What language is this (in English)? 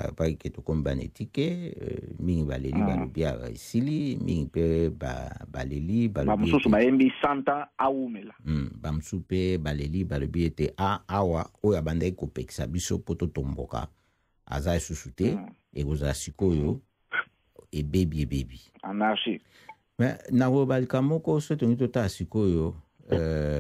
Lingala